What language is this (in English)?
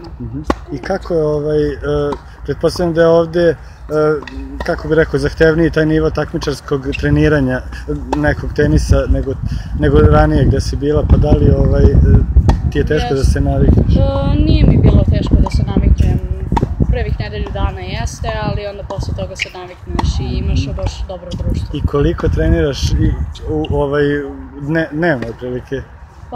Serbian